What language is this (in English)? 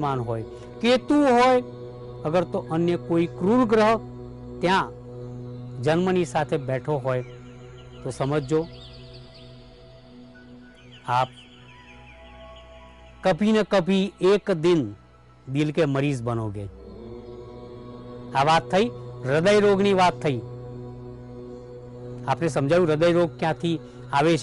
Gujarati